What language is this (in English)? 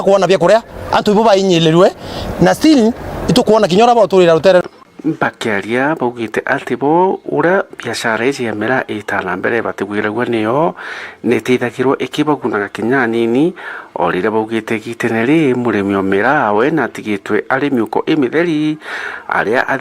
Meru